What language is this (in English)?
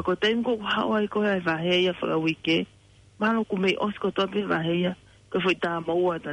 Tongan